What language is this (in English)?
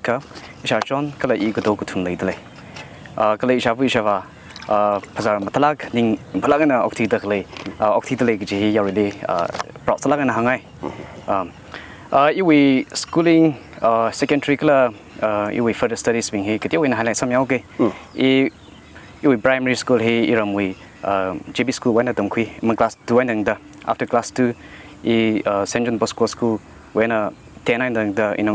Tangkhul Naga (India)